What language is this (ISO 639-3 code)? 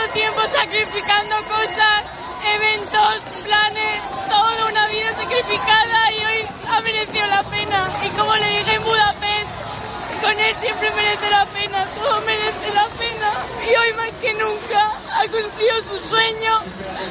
spa